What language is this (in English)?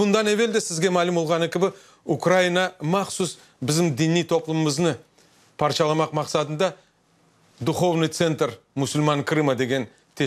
Crimean Tatar